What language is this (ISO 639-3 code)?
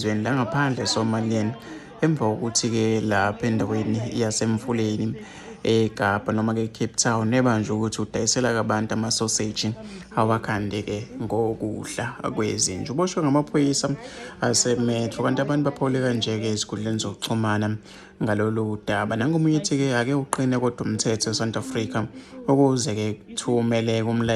zul